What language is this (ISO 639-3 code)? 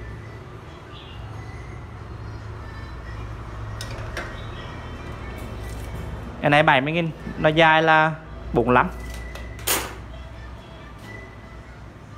vie